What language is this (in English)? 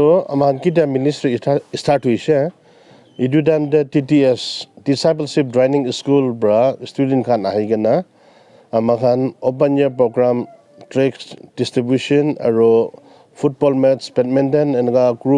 Naga Pidgin